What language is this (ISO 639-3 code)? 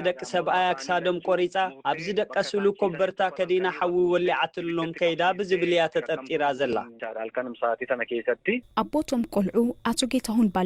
tir